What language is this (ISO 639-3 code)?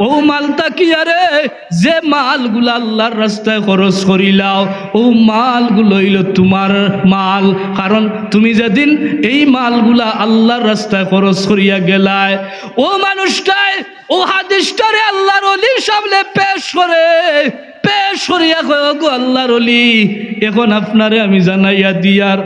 syl